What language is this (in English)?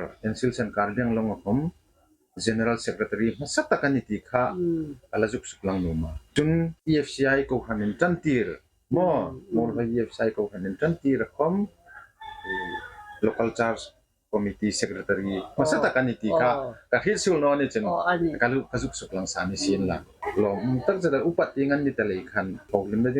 Hmar